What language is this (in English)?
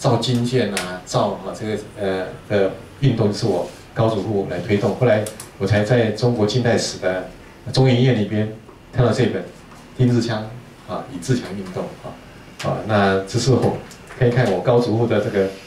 Chinese